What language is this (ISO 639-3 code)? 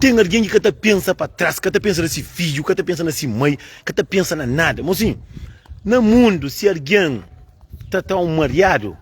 kea